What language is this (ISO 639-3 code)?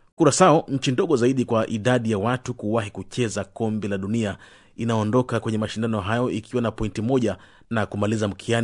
swa